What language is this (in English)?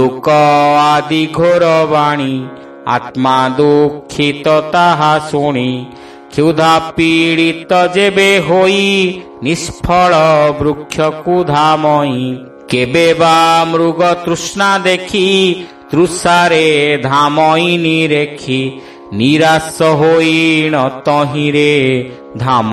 Odia